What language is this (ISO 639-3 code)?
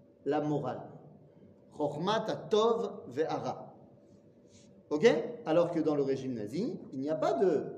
fra